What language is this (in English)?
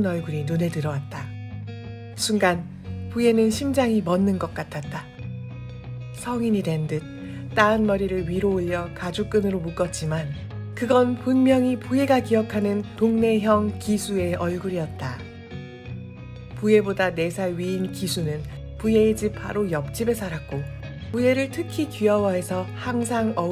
Korean